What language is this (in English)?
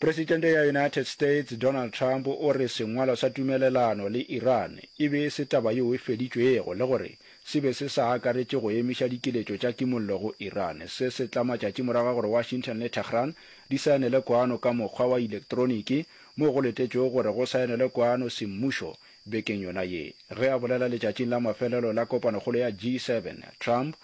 Northern Sotho